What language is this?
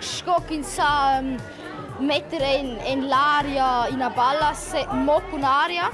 Romansh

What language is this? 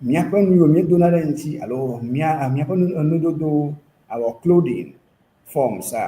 Ewe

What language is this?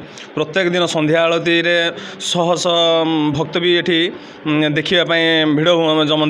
Odia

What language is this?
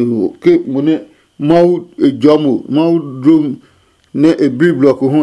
Adangme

